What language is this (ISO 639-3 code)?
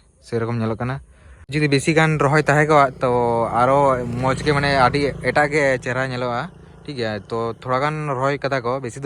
sat